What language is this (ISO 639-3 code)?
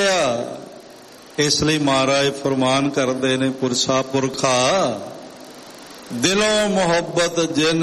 pan